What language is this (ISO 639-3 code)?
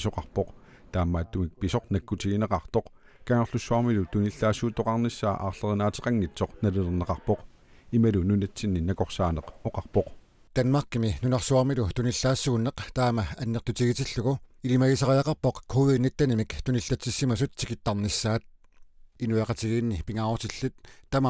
kal